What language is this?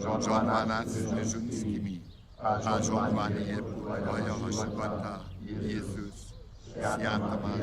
Upper Sorbian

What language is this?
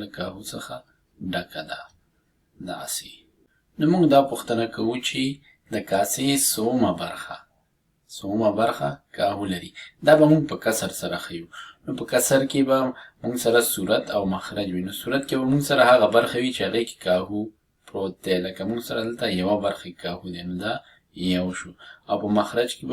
Pashto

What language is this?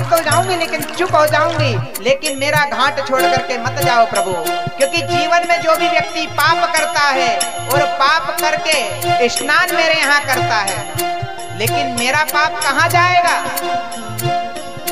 Hindi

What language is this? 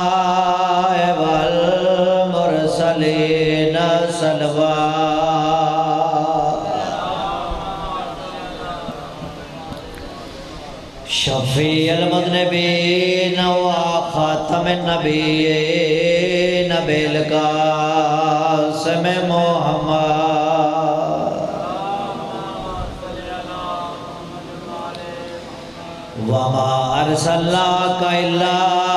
Urdu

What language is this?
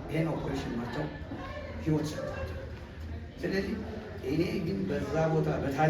Amharic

